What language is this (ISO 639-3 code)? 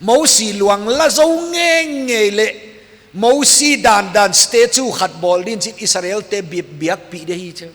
pck